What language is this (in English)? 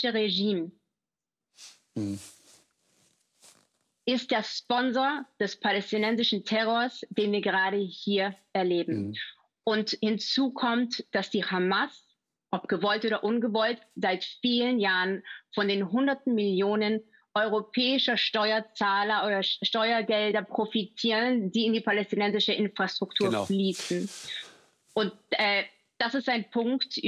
German